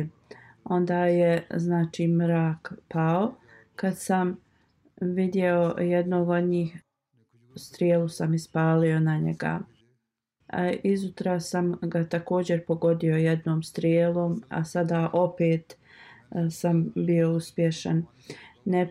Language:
Bosnian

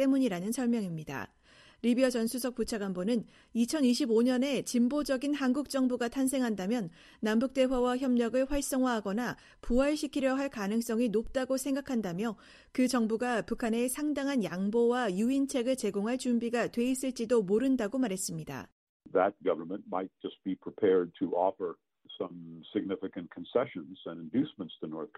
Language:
Korean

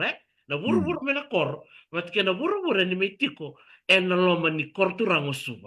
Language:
Fijian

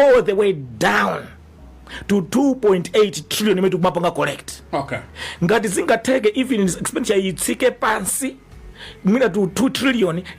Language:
Nyanja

